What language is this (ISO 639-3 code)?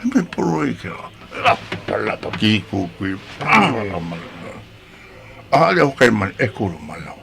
haw